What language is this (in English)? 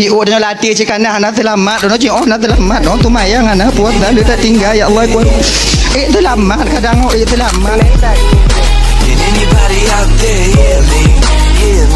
Achinese